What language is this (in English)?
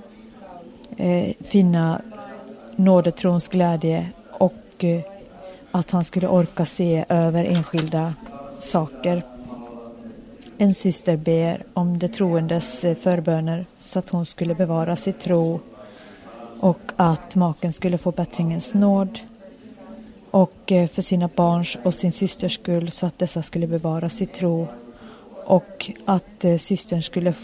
Swedish